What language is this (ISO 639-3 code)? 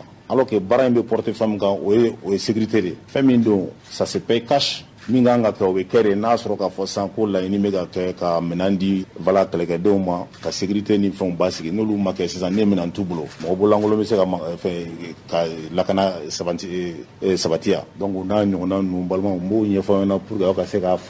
bam